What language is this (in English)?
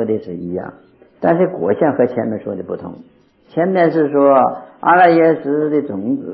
Chinese